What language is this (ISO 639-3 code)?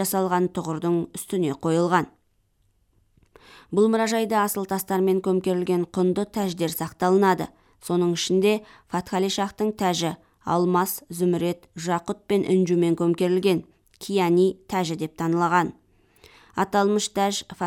kaz